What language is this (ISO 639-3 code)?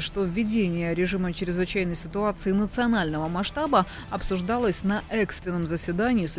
rus